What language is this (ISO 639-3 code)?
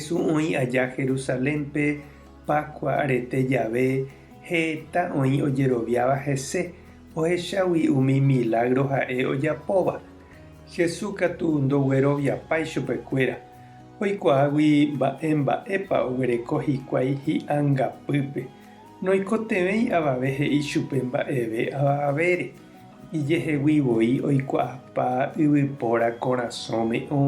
grn